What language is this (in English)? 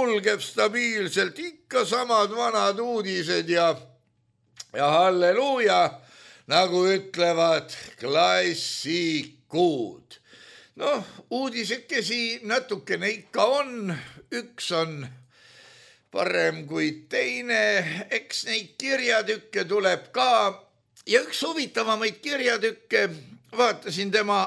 Estonian